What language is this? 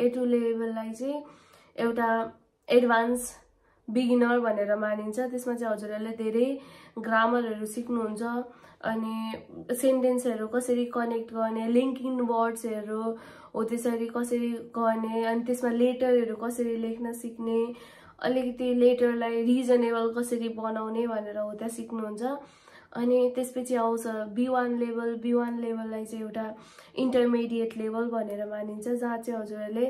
Nepali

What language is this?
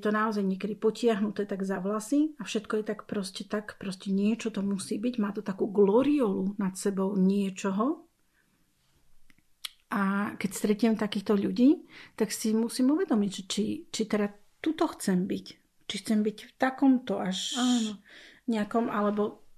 Slovak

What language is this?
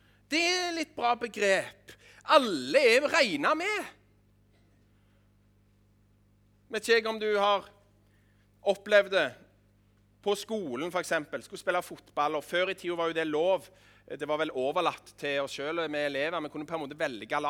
Norwegian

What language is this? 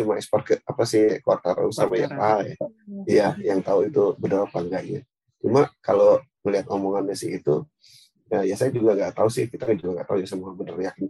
Indonesian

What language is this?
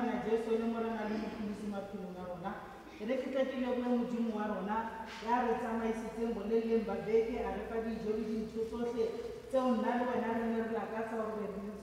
Tswana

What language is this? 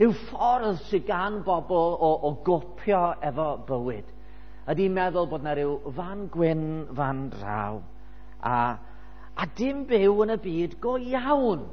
Welsh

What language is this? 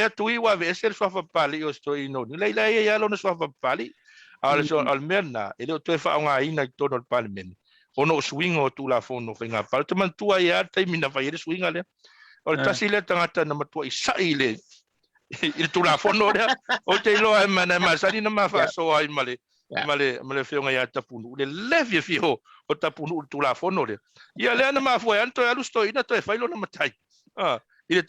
Samoan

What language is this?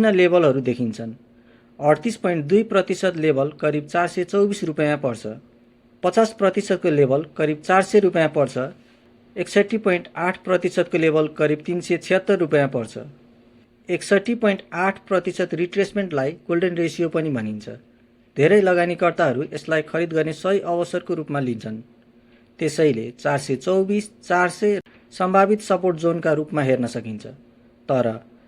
Nepali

